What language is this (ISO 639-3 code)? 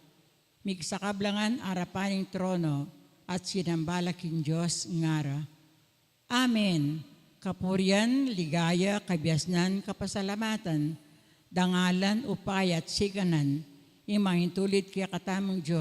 pam